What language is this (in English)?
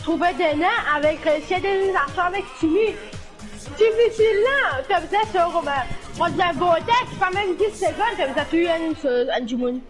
Morisyen